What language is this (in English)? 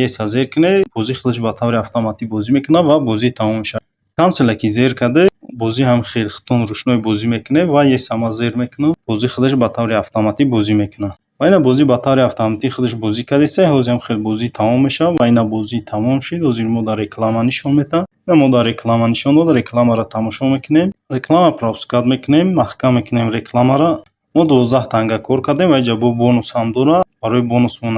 Tajik